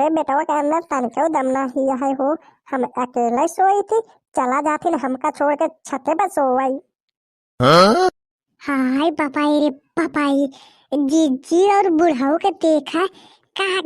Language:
Bhojpuri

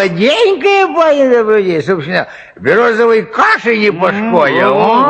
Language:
Belarusian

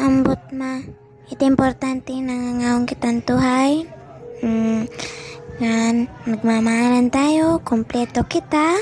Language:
Waray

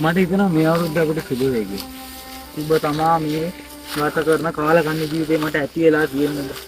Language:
Sinhala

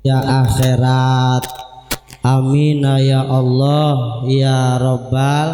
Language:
Sundanese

